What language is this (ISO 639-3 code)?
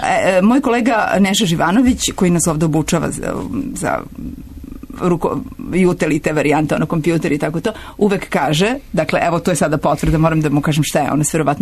srp